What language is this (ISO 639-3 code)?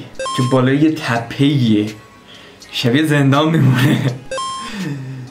fas